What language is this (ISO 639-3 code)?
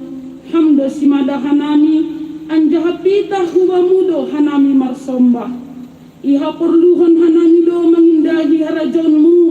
bts